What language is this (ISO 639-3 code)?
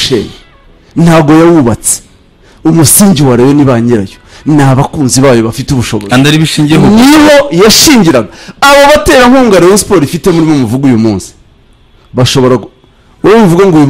kin